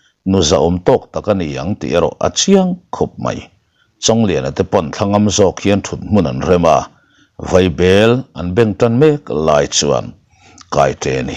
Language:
Mizo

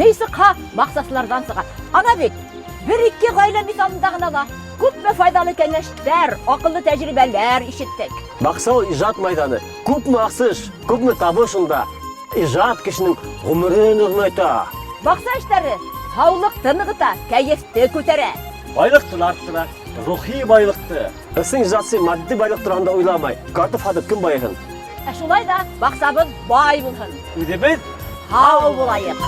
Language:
Bashkir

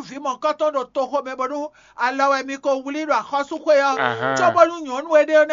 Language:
Fon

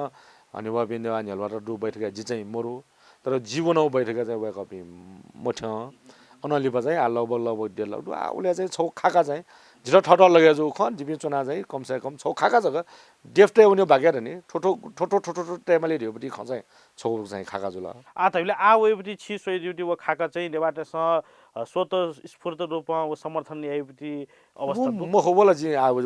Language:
Newari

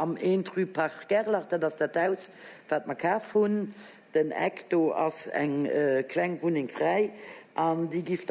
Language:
Luxembourgish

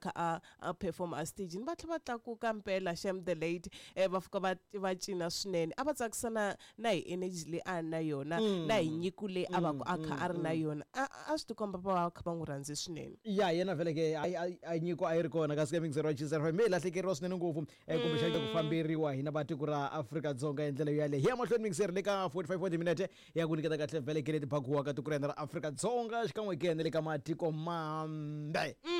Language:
Tsonga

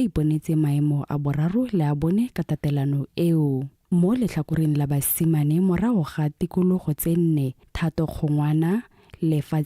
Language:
Tswana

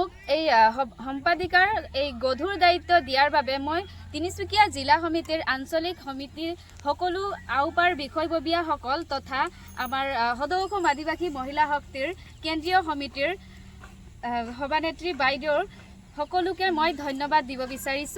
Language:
Assamese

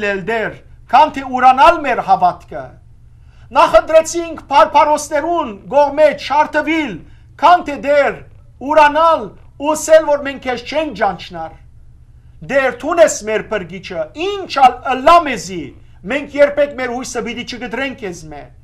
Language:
Western Armenian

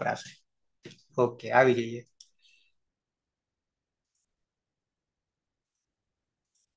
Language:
Gujarati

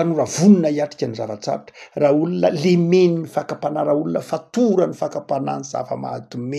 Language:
Malagasy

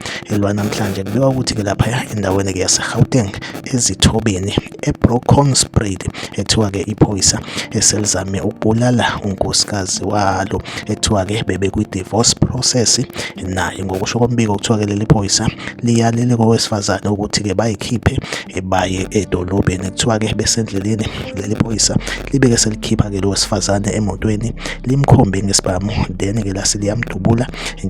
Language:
Zulu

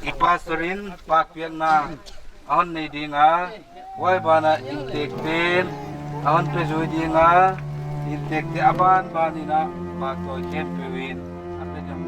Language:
Paite Chin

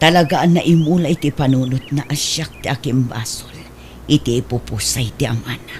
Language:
Iloko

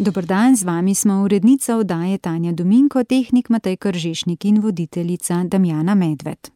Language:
Slovenian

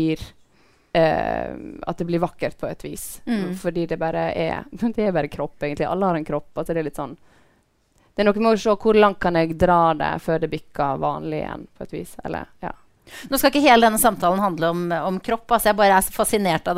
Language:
Norwegian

